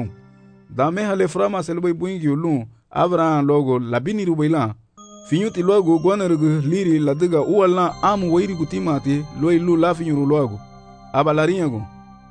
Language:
Garifuna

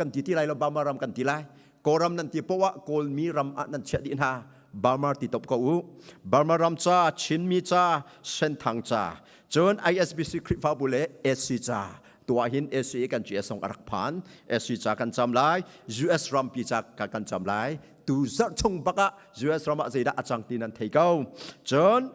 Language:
Hakha Chin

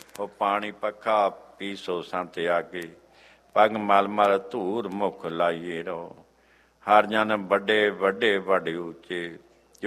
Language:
Punjabi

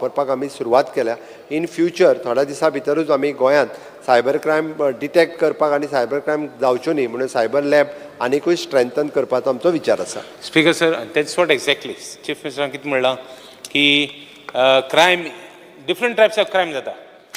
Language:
Konkani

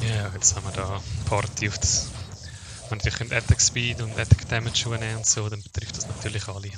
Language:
Swiss German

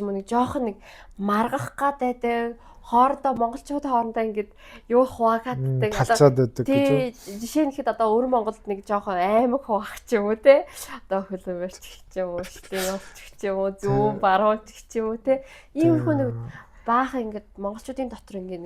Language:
Mongolian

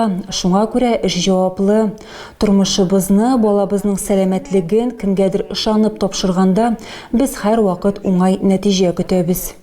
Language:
Tatar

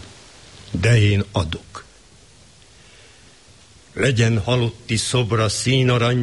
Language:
Hungarian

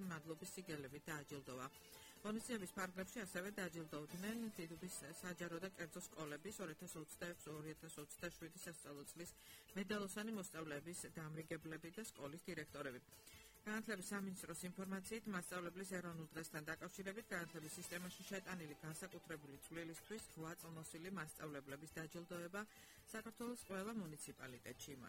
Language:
Georgian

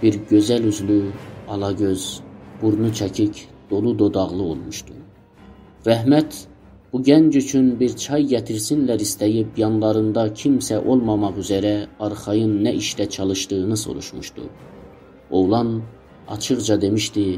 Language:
South Azerbaijani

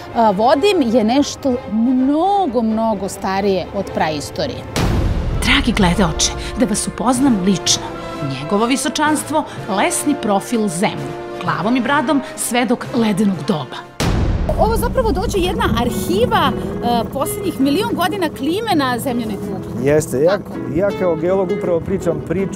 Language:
Serbian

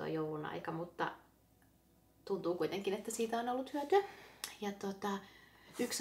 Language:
Finnish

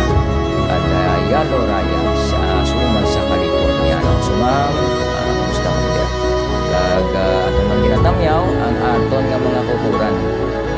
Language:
Hiligaynon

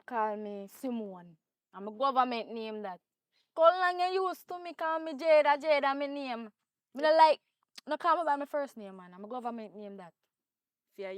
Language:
Jamaican Creole English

